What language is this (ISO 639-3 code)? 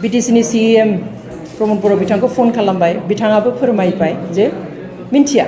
brx